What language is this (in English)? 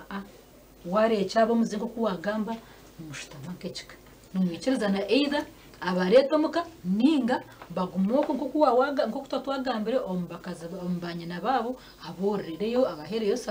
Nyankole